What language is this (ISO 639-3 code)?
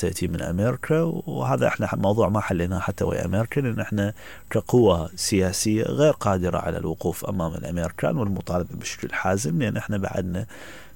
acm